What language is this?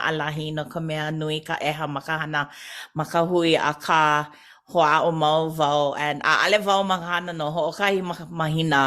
Hawaiian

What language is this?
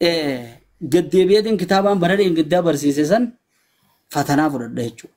Oromo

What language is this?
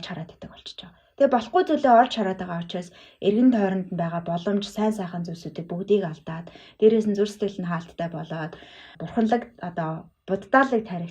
Mongolian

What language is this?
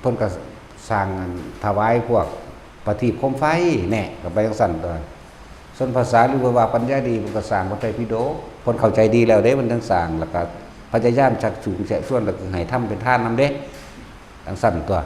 Northeastern Thai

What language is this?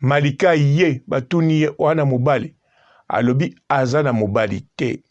Lingala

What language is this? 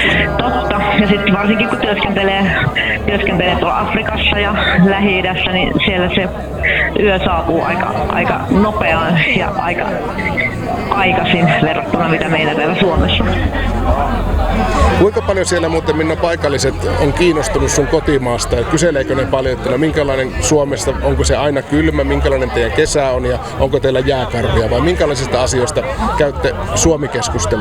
Finnish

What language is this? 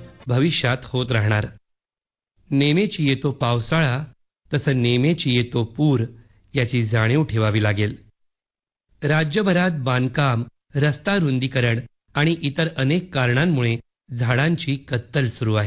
Marathi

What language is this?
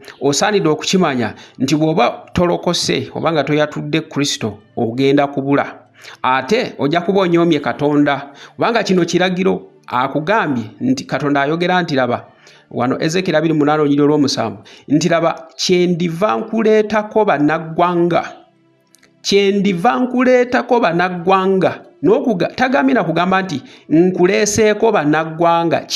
Ganda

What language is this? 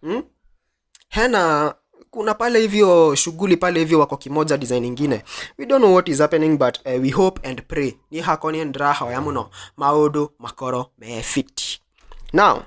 Kikuyu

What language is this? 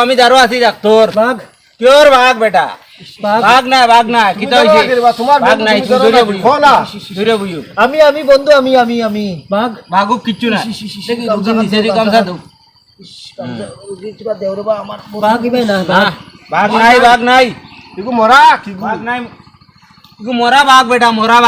Sylheti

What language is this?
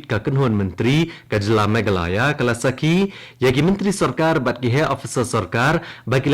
Khasi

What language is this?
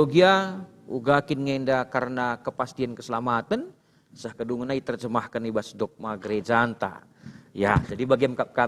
Batak Karo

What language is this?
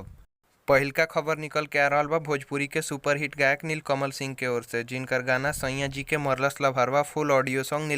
Bhojpuri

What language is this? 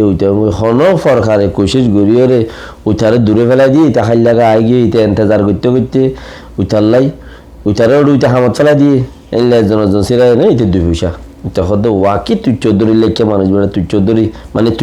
Rohingya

